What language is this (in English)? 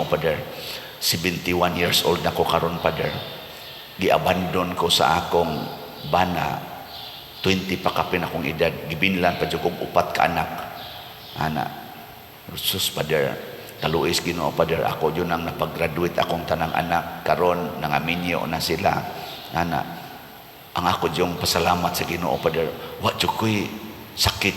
Cebuano